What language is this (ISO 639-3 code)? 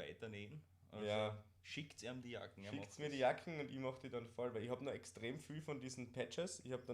bar